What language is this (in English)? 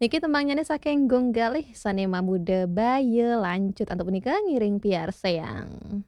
Balinese